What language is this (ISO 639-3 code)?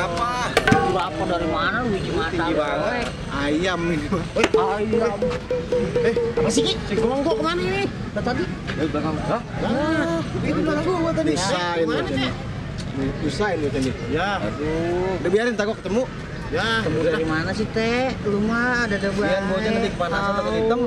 bew